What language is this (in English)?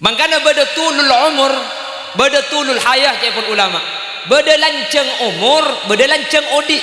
Madurese